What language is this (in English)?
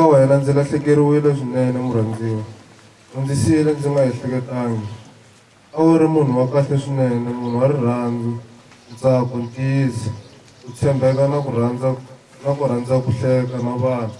Tsonga